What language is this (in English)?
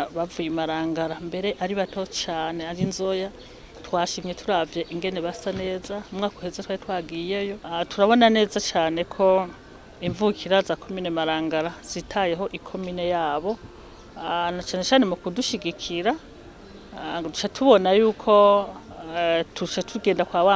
Rundi